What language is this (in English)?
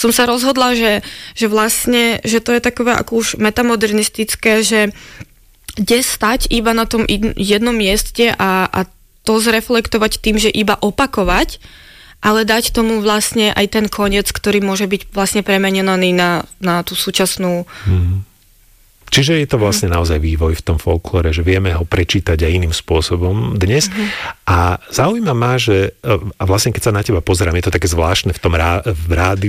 Slovak